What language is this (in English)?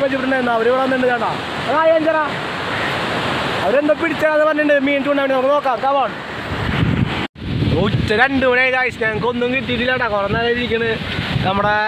Malayalam